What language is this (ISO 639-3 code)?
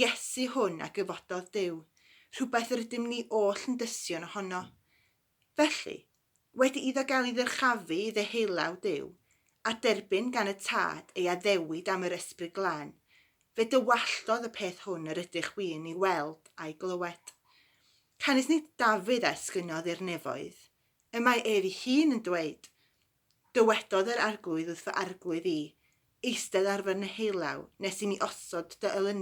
cym